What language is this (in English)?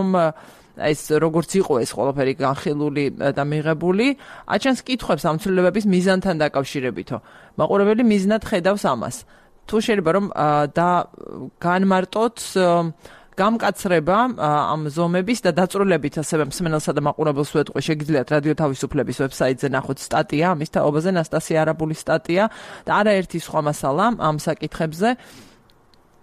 Georgian